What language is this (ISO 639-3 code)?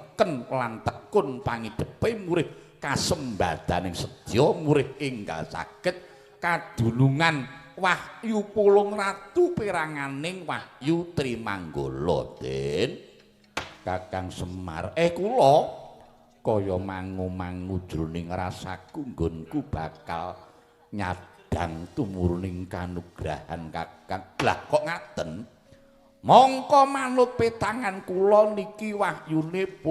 jav